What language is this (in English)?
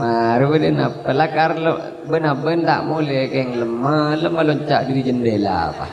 Madurese